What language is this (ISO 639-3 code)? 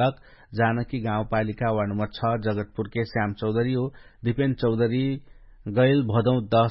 thl